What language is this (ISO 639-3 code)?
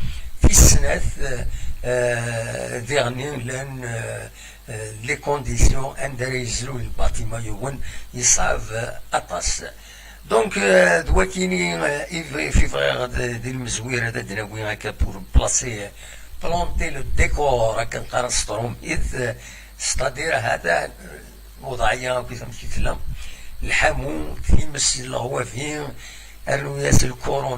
kab